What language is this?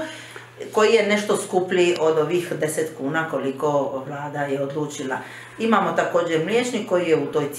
Croatian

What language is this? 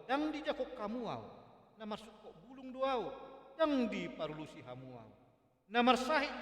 Batak Toba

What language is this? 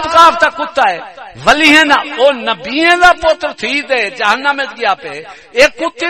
Saraiki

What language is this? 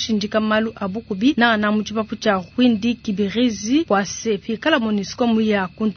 Luba-Lulua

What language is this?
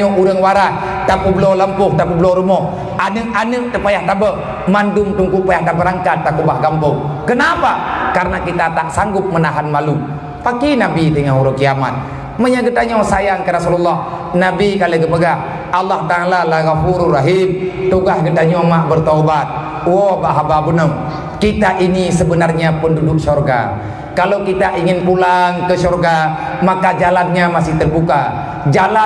Achinese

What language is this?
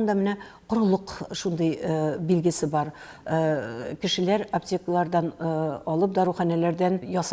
Tatar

